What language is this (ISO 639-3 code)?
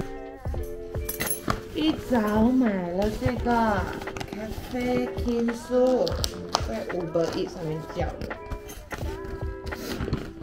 zho